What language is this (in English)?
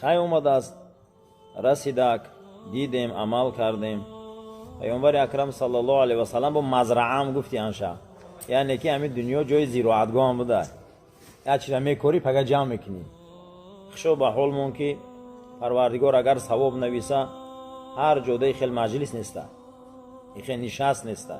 Tajik